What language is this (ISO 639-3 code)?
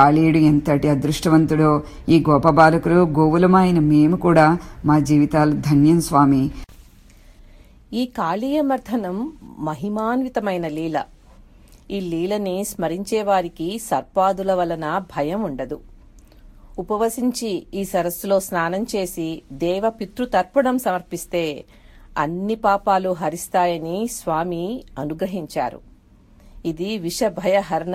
tel